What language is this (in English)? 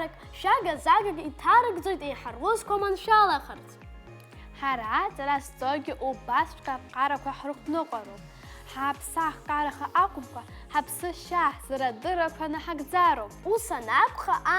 Abkhazian